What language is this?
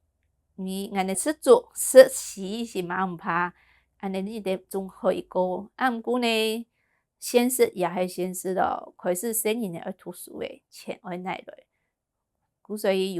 Hakka Chinese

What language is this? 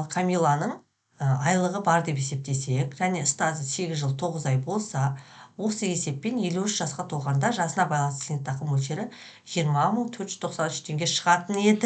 Kazakh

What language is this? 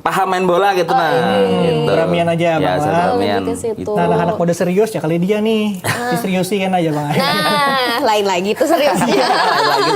Banjar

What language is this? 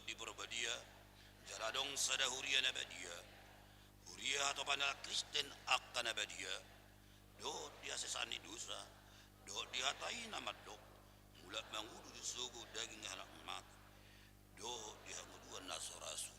Batak Toba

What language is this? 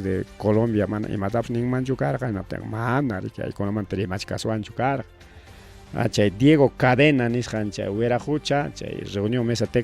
Ayacucho Quechua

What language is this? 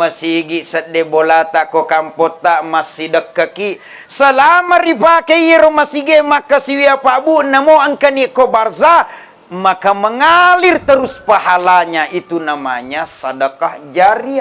Buginese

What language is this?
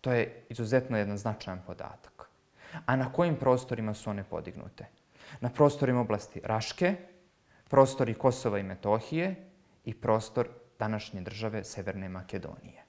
Serbian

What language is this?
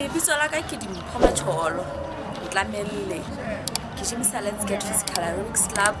Southern Sotho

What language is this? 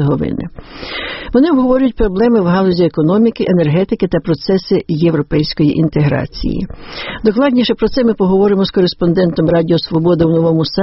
Ukrainian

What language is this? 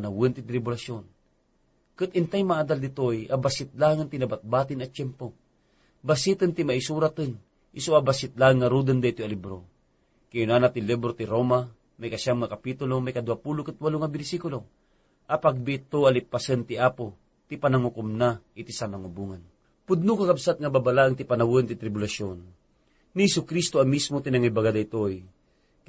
Iloko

